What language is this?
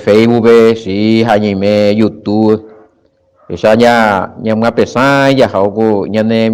Guarani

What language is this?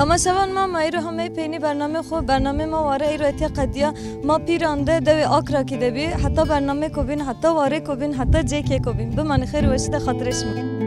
Zaza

